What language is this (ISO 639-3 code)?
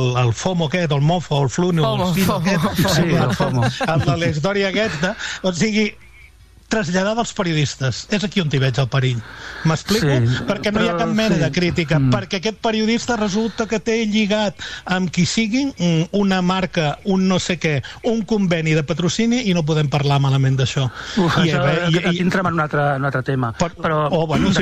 cat